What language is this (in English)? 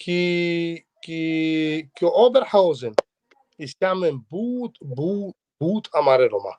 Balkan Romani